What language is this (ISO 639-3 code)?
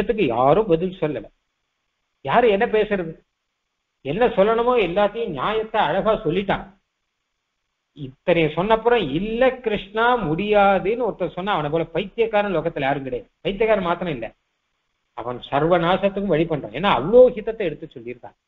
tam